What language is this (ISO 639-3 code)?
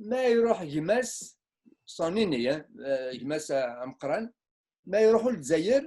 kab